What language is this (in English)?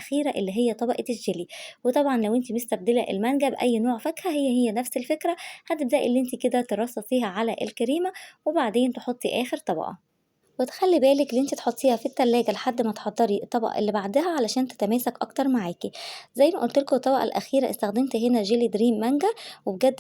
Egyptian Arabic